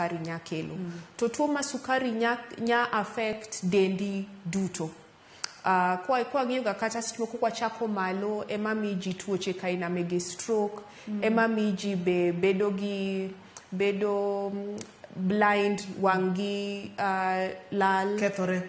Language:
Luo (Kenya and Tanzania)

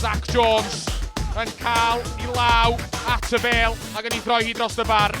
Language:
Welsh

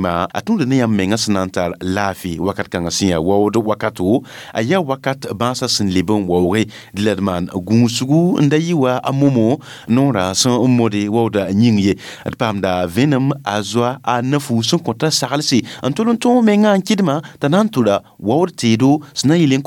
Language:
Mossi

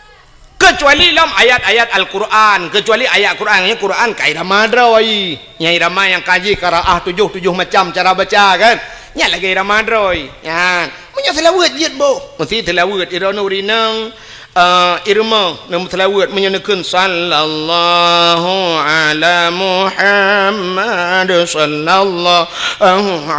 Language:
Achinese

